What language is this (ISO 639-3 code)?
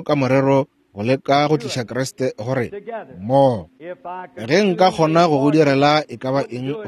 nso